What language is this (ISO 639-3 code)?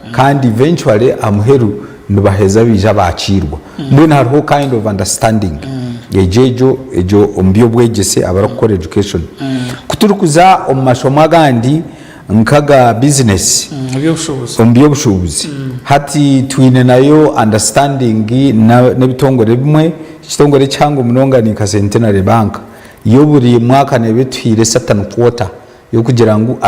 nyn